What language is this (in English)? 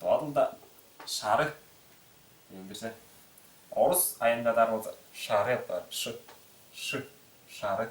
Tuvinian